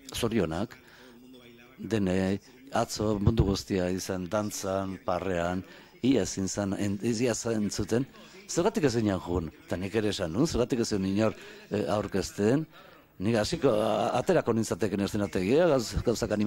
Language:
Basque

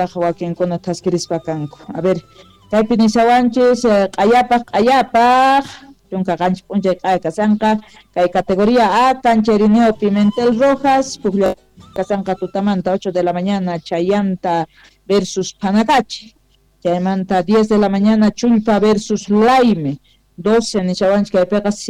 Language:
Quechua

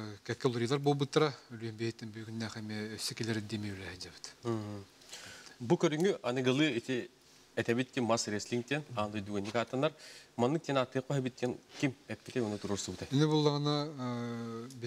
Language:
Yakut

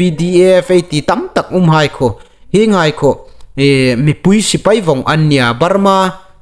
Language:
Hmar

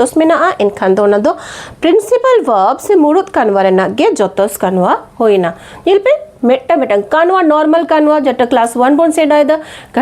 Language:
Santali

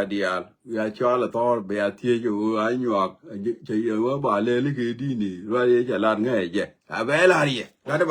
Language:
Nuer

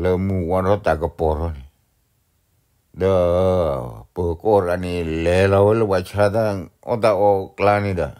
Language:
S'gaw Karen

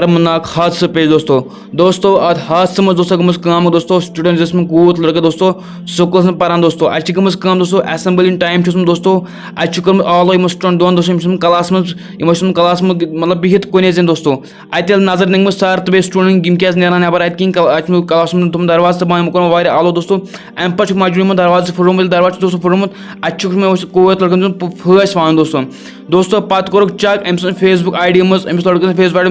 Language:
Kashmiri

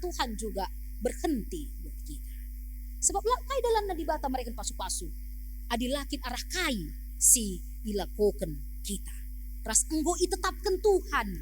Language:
Batak Karo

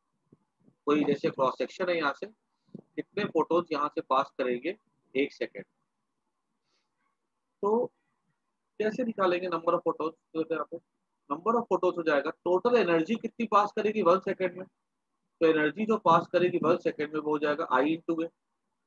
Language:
Hindi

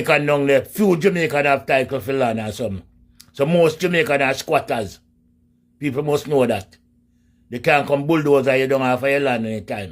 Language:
Jamaican Creole English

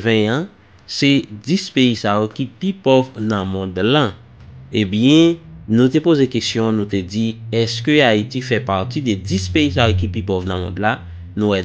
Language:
Haitian Creole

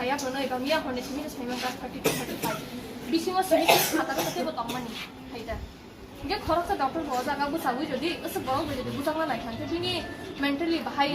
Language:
Kok Borok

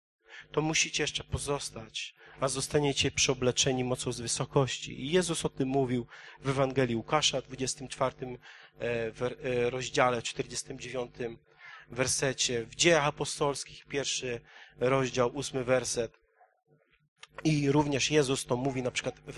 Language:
Polish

